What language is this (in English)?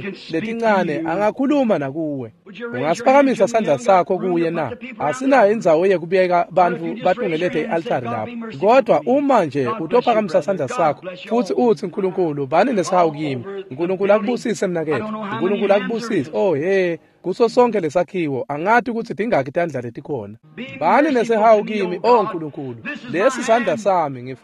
Swati